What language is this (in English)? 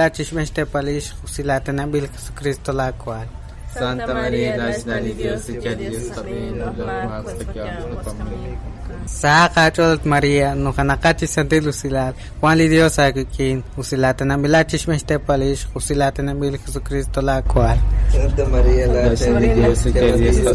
Kekchí